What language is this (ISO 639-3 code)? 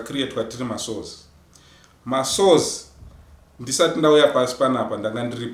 sna